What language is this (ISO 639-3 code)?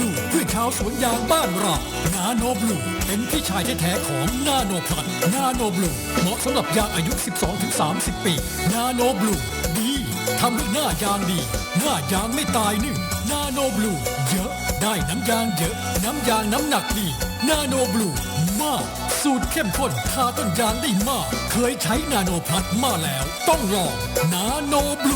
tts